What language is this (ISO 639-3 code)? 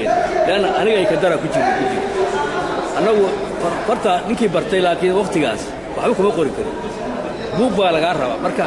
som